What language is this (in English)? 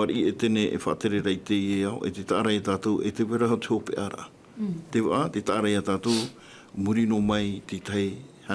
Tahitian